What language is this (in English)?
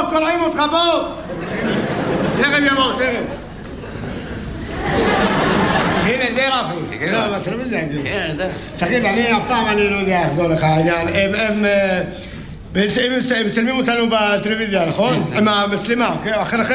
Hebrew